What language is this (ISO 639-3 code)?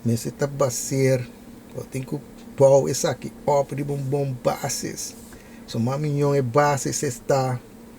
pap